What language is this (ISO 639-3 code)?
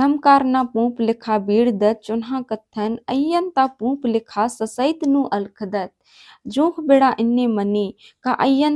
kru